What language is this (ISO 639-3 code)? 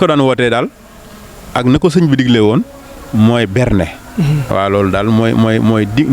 wol